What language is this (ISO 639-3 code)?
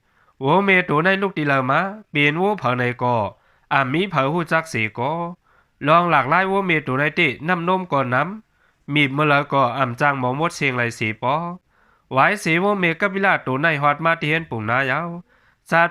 shn